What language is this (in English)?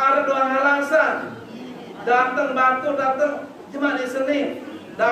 Sasak